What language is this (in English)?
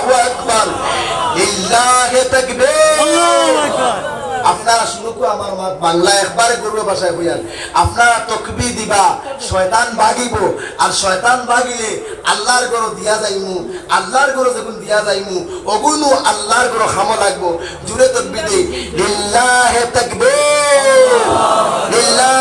Sylheti